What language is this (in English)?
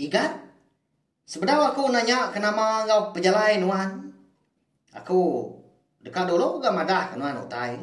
Iban